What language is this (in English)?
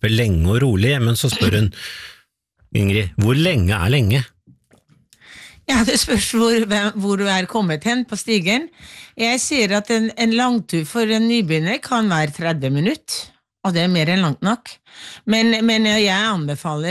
Norwegian